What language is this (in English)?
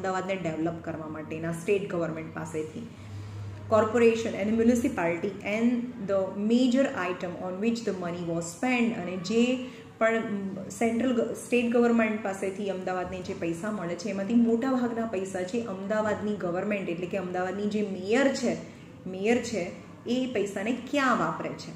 Gujarati